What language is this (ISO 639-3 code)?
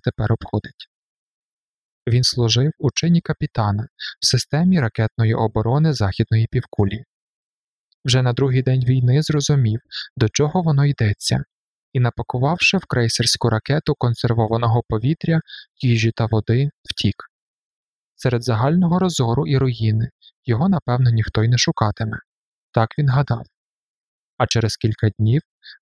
ukr